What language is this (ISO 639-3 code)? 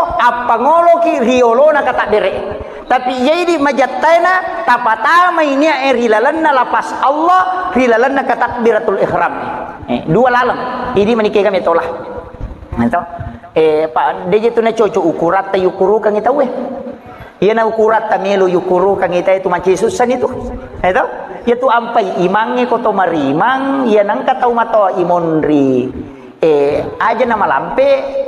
bug